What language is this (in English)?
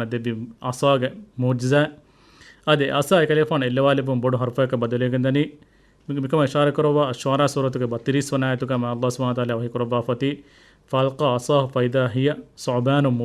Divehi